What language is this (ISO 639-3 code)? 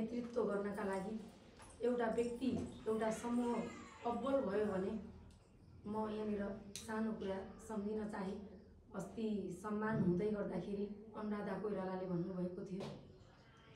nep